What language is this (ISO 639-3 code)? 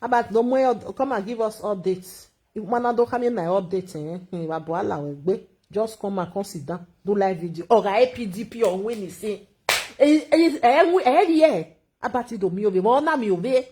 pcm